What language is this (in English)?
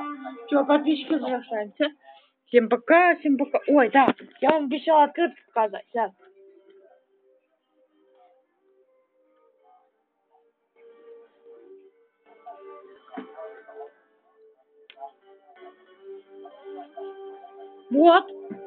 Russian